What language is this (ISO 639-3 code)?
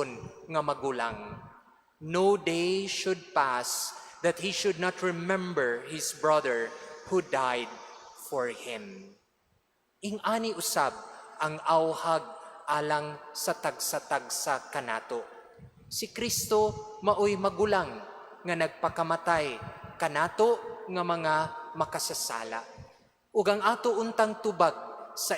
ceb